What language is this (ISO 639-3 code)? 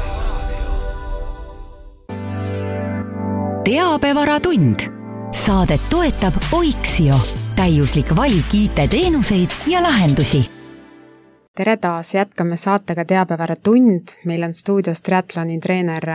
est